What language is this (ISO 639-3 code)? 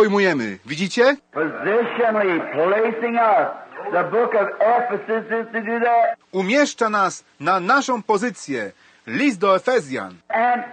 pol